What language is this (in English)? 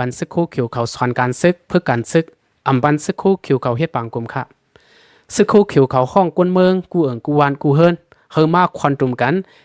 Lao